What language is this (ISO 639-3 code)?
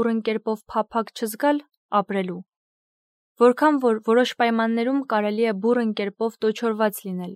hye